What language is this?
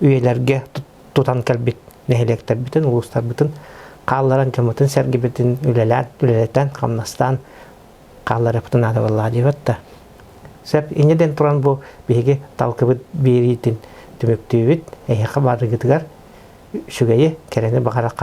Yakut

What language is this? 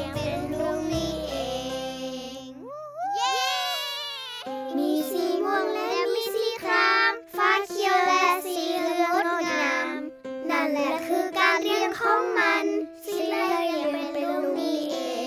Thai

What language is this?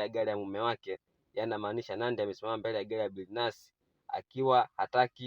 Swahili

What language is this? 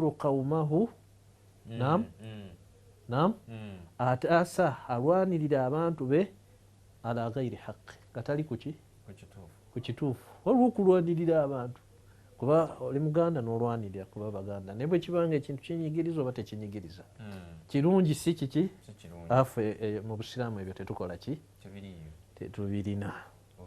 Ganda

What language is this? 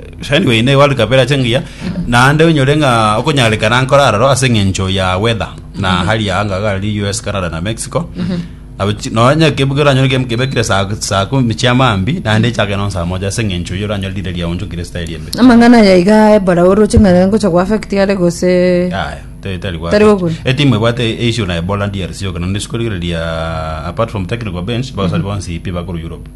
Gusii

